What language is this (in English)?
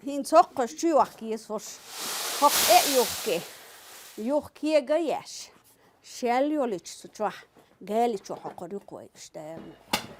Chechen